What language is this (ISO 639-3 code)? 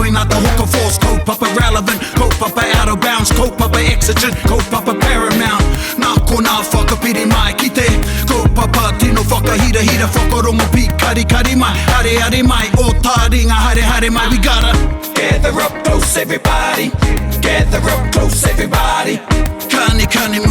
mri